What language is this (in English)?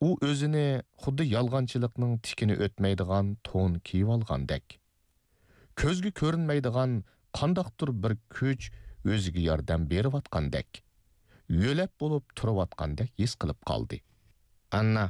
Uyghur